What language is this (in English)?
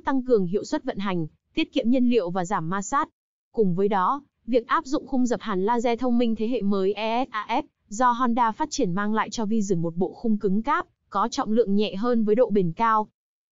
Vietnamese